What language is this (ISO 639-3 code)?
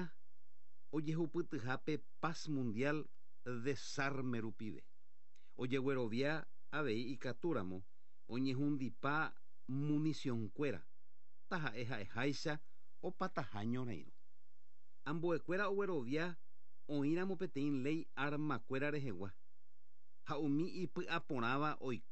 grn